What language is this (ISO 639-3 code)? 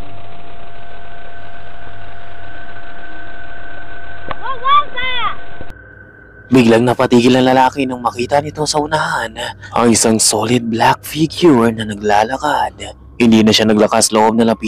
fil